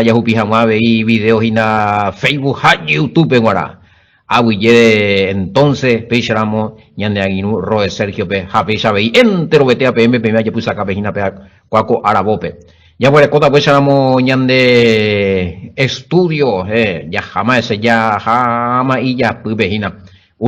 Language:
Guarani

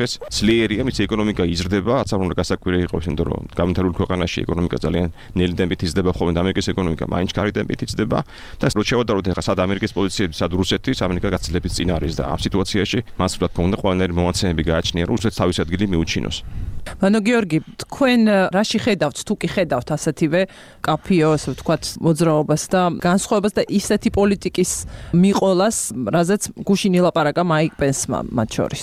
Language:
Georgian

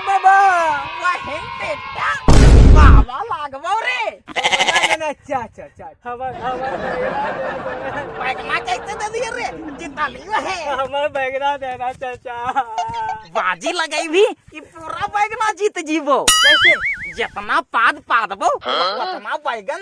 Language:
Magahi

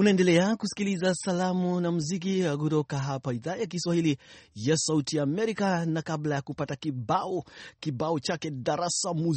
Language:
Swahili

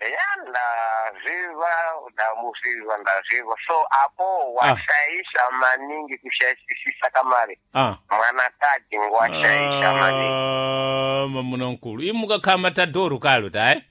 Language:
Sena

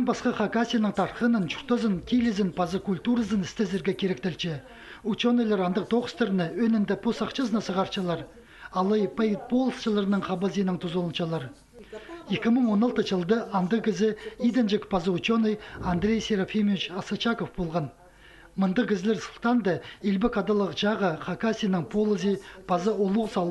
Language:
Khakas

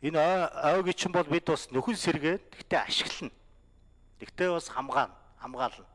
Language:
Mongolian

